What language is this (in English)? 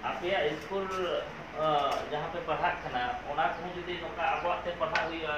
Santali